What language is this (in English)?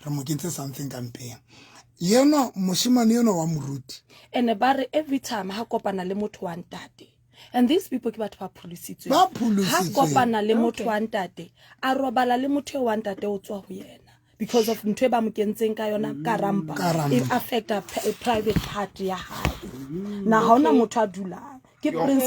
Southern Sotho